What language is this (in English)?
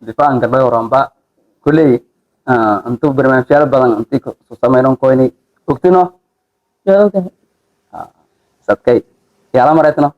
Somali